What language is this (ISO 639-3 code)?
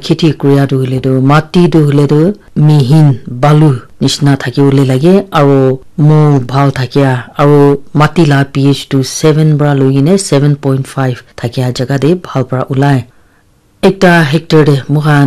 nag